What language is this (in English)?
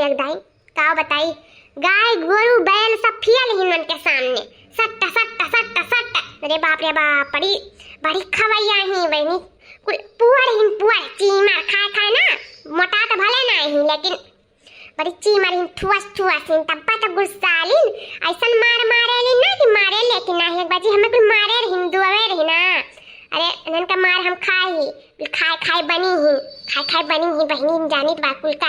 Awadhi